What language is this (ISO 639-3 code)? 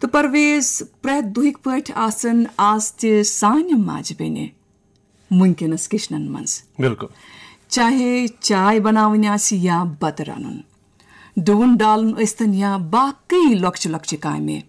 kas